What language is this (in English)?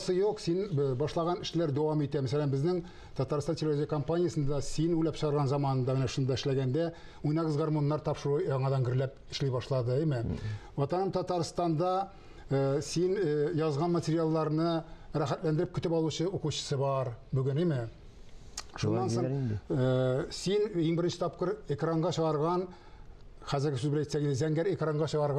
Tatar